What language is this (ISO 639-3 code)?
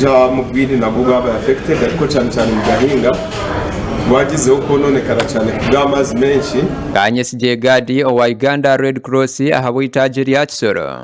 nyn